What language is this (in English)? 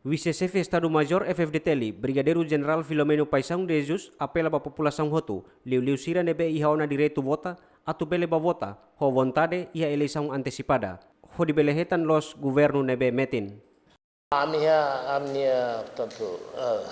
Tetum